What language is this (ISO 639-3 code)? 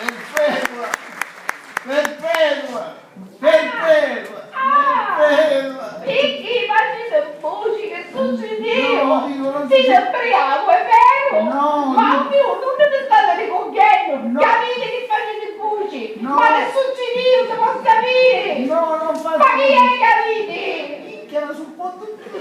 scn